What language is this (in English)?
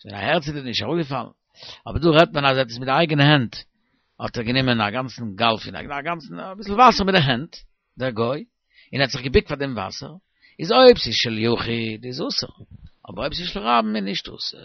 Yiddish